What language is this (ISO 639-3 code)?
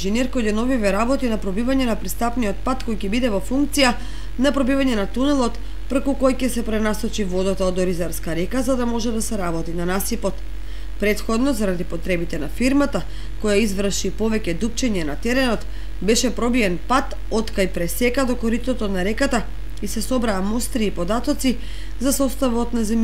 mkd